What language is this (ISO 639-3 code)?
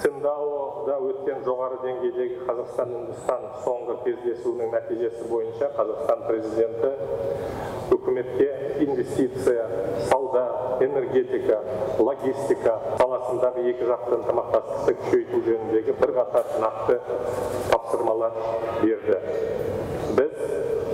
kaz